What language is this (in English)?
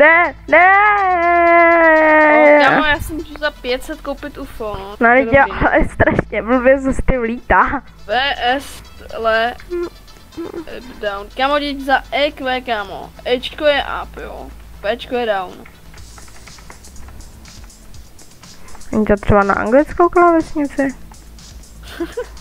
Czech